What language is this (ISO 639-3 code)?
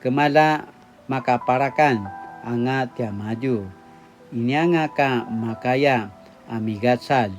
pwn